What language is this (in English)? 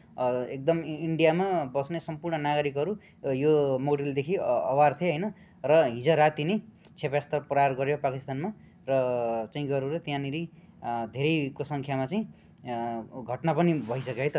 Nepali